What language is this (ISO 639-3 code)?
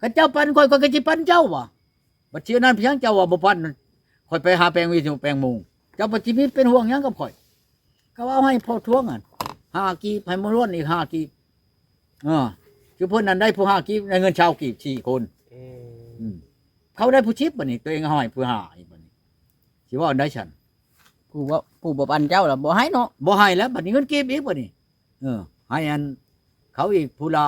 tts